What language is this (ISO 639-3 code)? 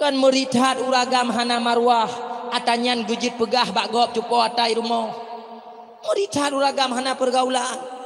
ace